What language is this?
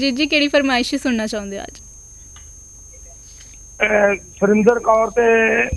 Punjabi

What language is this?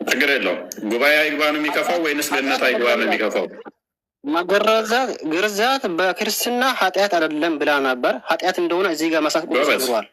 Amharic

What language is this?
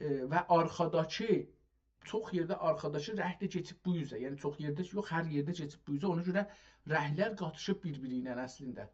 South Azerbaijani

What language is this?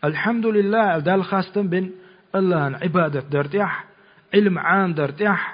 Chechen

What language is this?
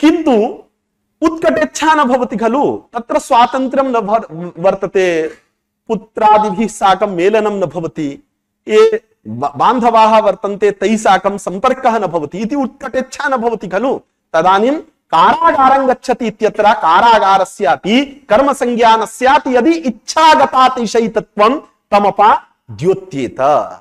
Sanskrit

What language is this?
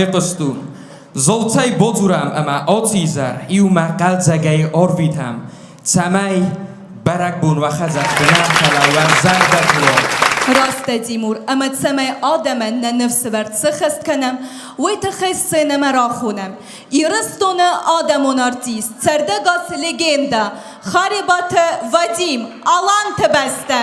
Ossetic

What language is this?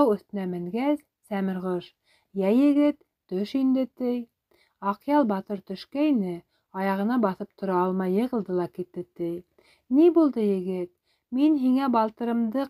Bashkir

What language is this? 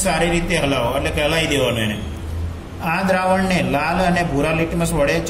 Gujarati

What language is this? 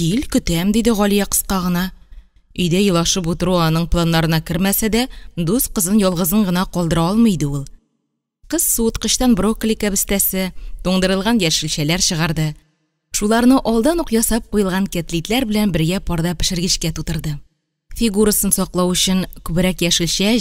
Tatar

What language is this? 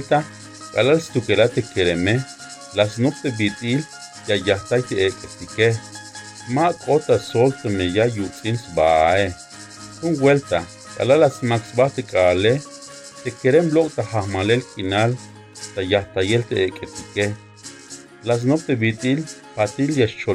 Tzeltal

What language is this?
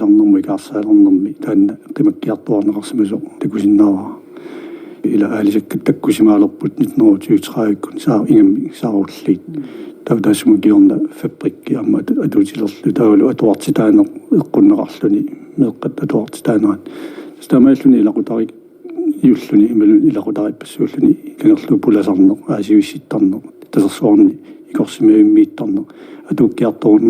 Kalaallisut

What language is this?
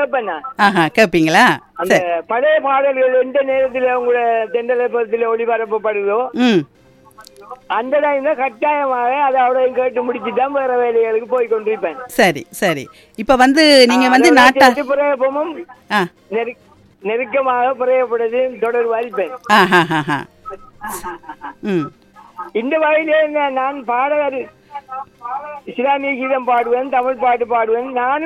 Tamil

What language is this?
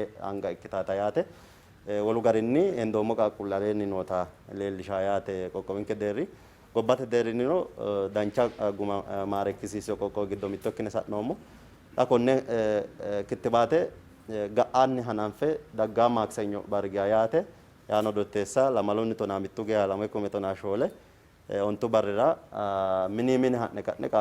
Sidamo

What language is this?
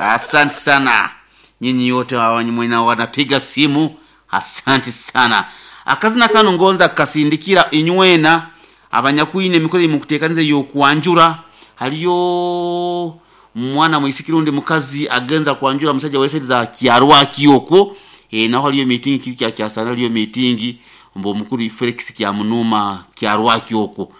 Nyankole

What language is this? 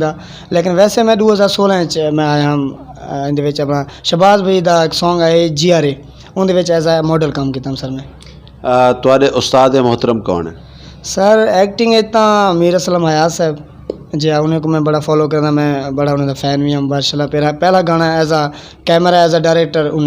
Western Panjabi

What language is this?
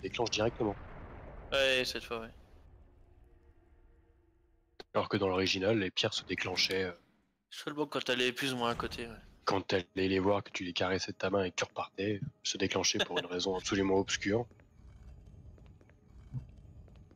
French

